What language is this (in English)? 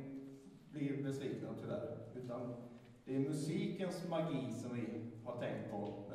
Swedish